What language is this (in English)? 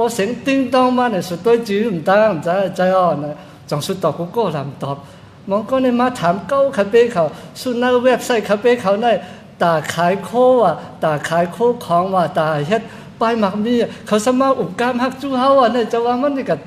Shan